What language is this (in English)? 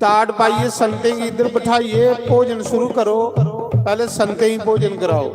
Dogri